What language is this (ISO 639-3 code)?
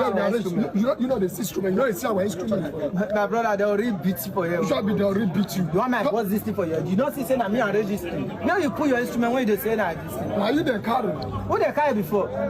pcm